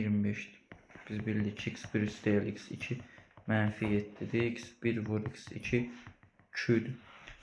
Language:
Azerbaijani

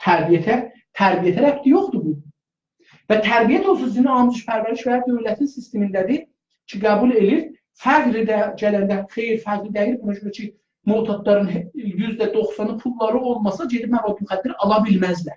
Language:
South Azerbaijani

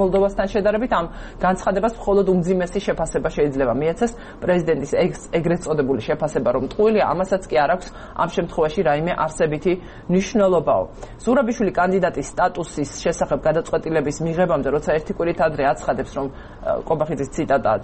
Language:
Georgian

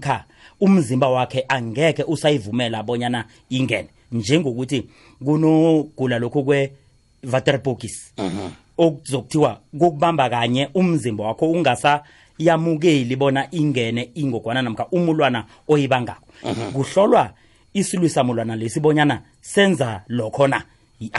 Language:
South Ndebele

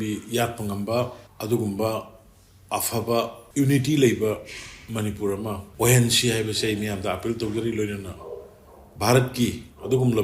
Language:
Manipuri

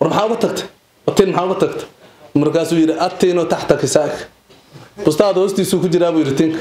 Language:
Somali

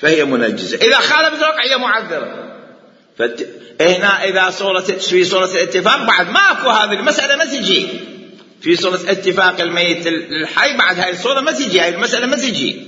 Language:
Mesopotamian Arabic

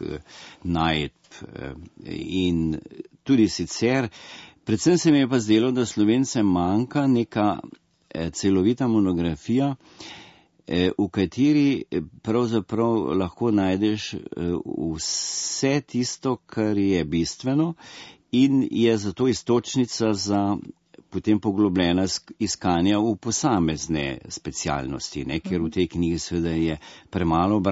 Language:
Slovenian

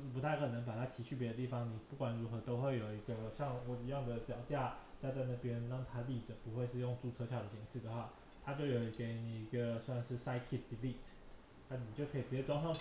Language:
Chinese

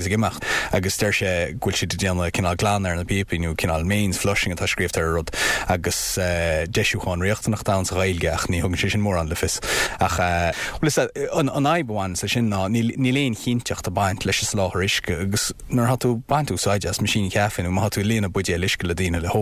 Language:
Irish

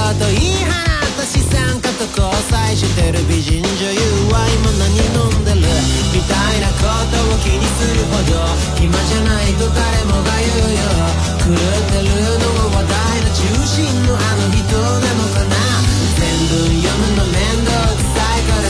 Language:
Japanese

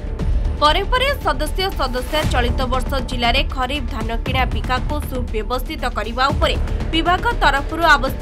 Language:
Odia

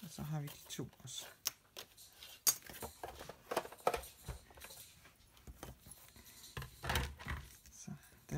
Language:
Danish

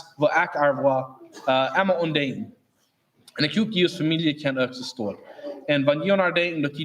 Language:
Plautdietsch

